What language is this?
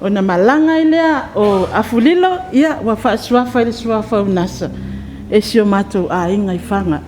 Samoan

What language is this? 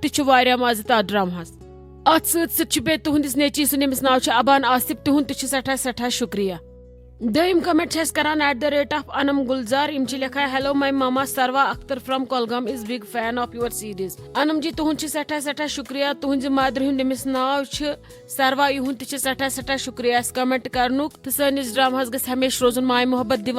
Kashmiri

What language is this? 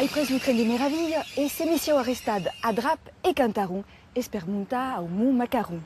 Occitan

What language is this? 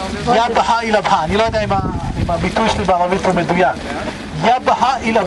Hebrew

